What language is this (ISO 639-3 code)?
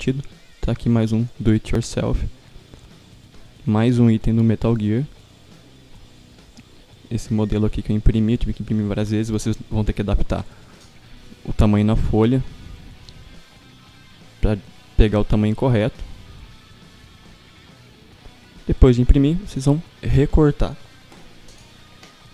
por